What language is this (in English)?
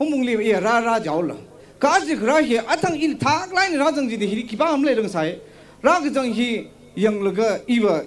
Tangkhul Naga (India)